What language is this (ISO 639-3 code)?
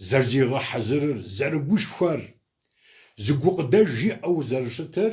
kbd